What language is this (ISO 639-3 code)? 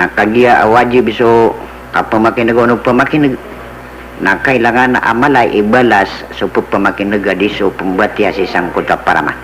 mrw